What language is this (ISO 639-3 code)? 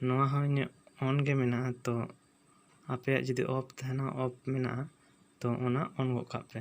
sat